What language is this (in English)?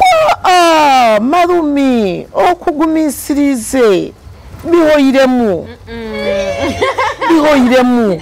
Nyoro